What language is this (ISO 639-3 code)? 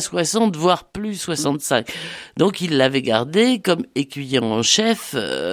fra